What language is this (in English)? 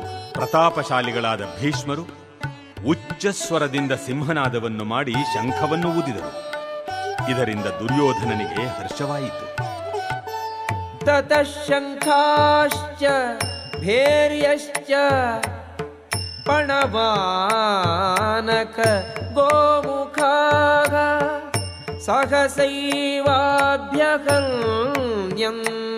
Kannada